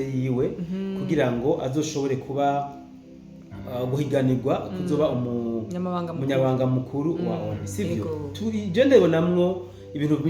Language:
Rundi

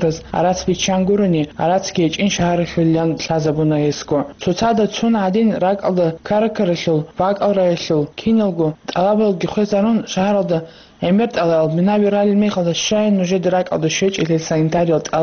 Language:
Avaric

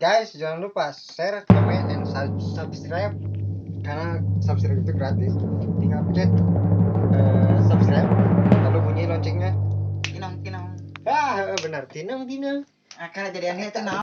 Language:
Sundanese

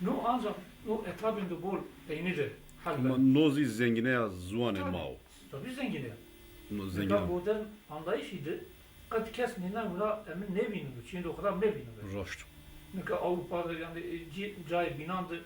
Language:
Zaza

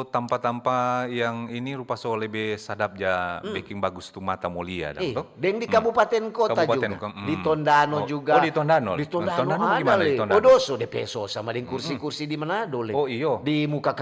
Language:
Manado Malay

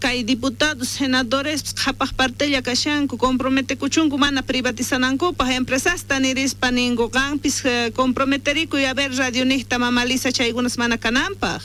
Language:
South Bolivian Quechua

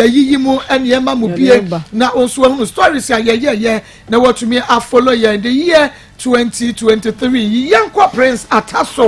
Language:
Akan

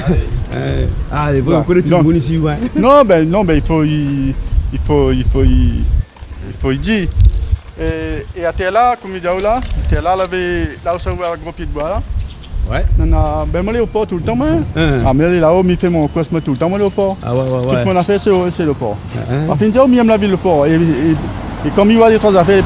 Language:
Réunion Creole French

